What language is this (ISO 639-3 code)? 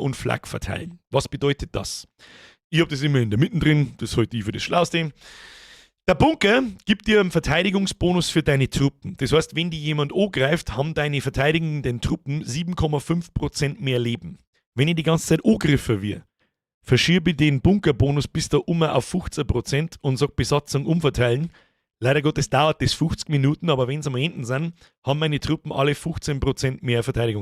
bar